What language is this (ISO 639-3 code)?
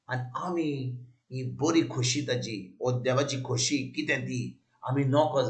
kok